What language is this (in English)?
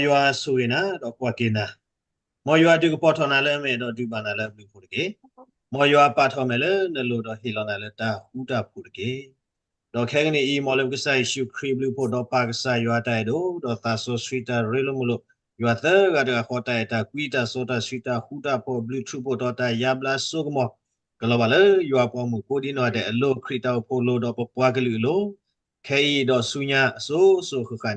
S'gaw Karen